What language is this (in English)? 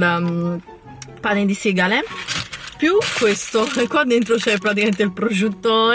Italian